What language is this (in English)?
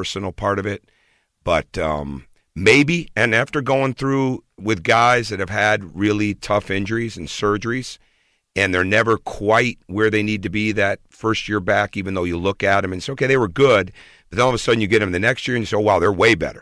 English